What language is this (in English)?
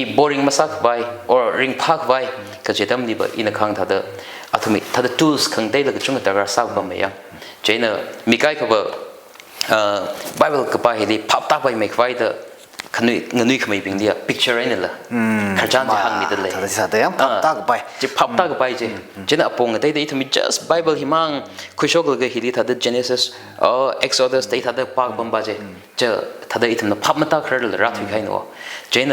Tangkhul Naga (India)